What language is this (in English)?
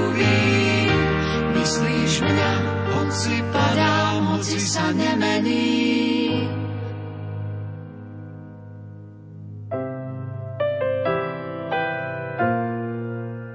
Slovak